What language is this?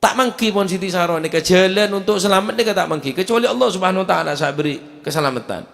Madurese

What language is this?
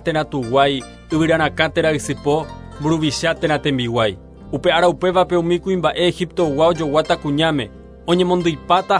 Guarani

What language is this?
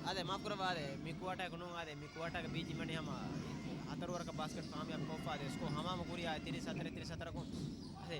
Divehi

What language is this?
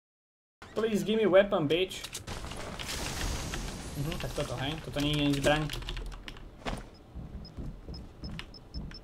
Slovak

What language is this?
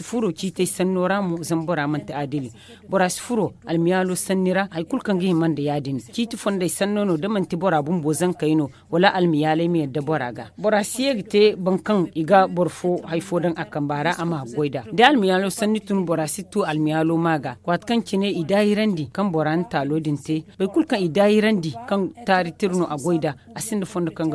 Zarma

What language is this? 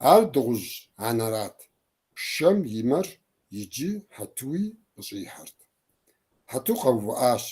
Kabardian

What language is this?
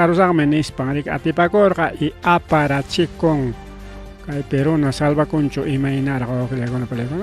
Ayacucho Quechua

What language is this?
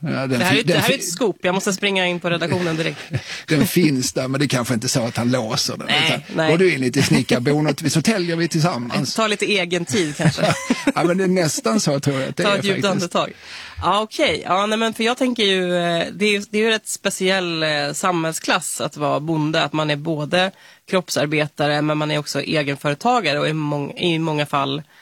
Swedish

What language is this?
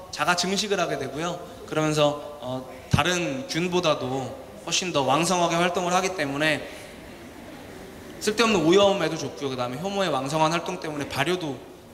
Korean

